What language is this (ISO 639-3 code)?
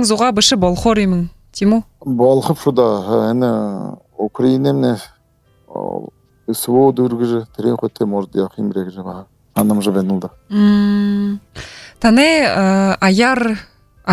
bua